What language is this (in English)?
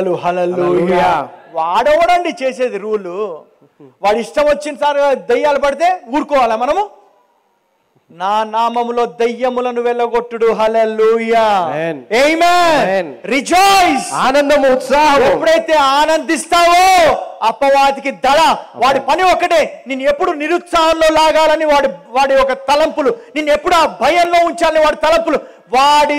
Telugu